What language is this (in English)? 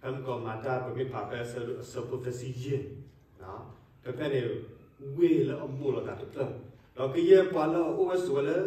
S'gaw Karen